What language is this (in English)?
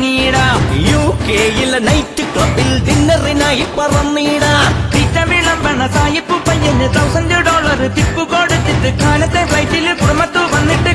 Malayalam